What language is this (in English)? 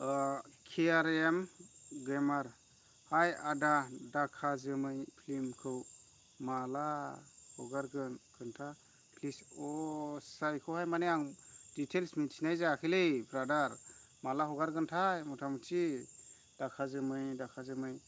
Bodo